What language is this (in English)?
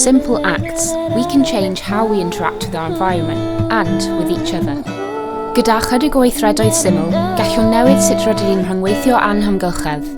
Welsh